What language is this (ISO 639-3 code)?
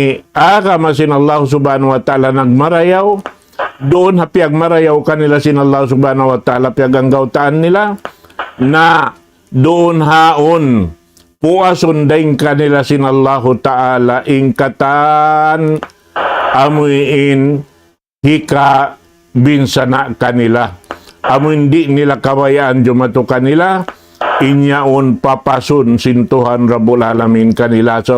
tsg